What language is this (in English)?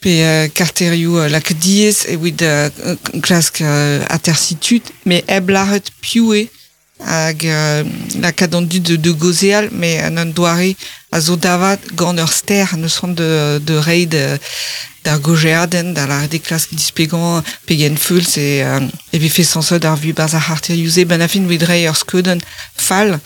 Breton